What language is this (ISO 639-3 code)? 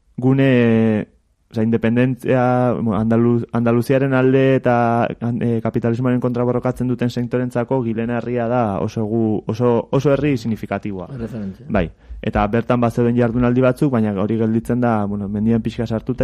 eus